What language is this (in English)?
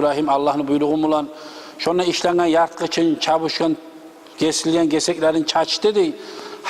Kumyk